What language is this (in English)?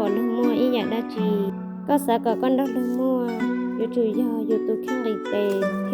Hmong